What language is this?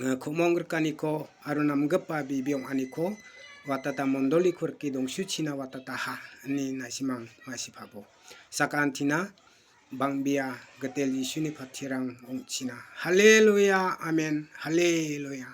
Garo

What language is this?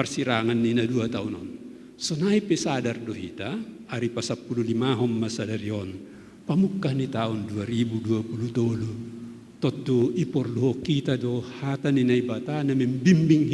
Batak Simalungun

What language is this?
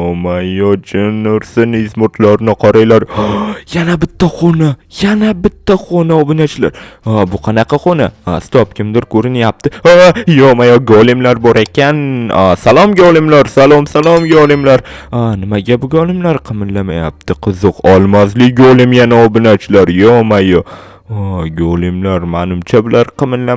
Uzbek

